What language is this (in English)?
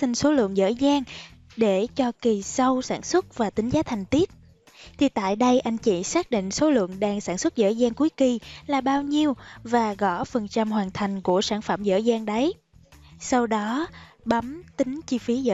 Vietnamese